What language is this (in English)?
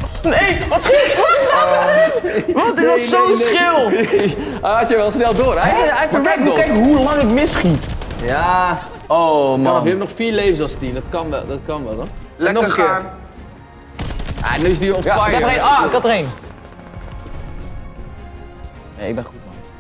Dutch